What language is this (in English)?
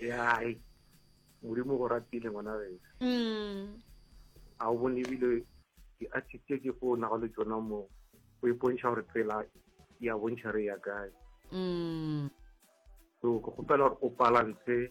Northern Sotho